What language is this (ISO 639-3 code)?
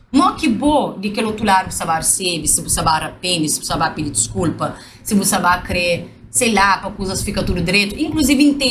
kea